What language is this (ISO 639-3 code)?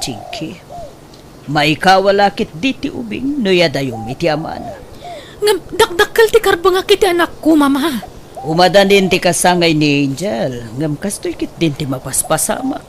ilo